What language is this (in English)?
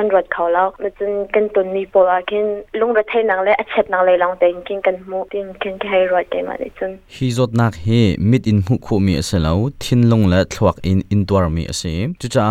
Hakha Chin